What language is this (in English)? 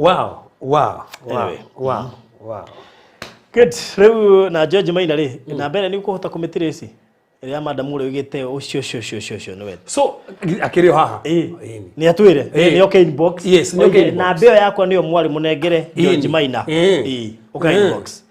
Kikuyu